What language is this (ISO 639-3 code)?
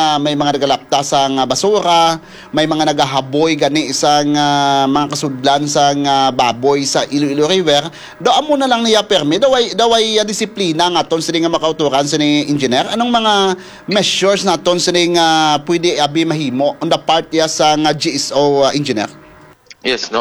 hil